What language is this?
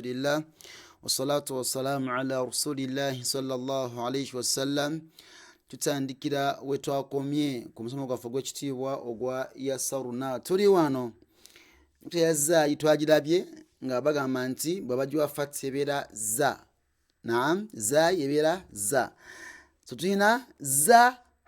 Ganda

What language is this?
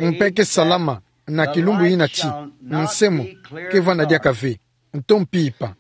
Kituba (Democratic Republic of Congo)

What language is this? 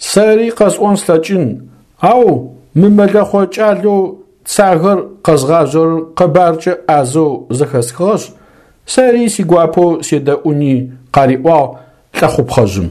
Adyghe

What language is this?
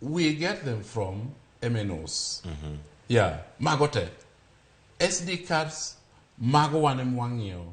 Luo (Kenya and Tanzania)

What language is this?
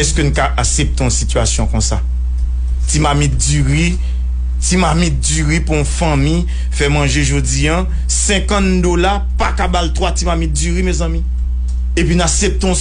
Haitian Creole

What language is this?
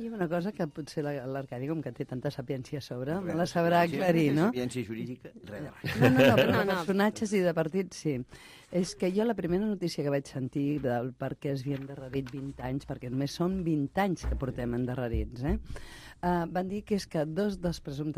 Catalan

